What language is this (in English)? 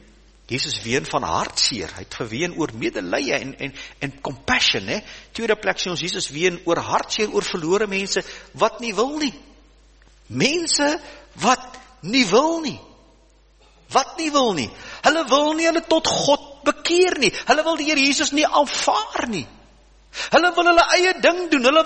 Afrikaans